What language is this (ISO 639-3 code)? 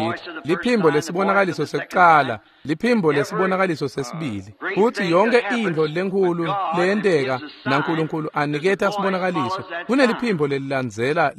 ssw